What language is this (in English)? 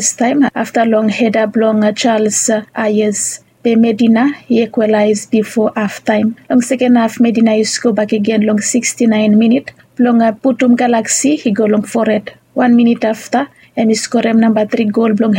Bislama